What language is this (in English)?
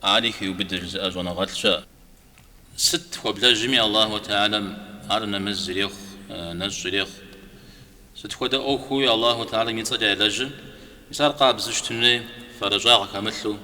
Kabardian